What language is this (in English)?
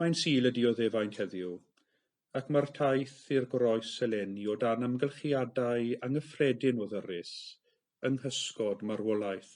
Welsh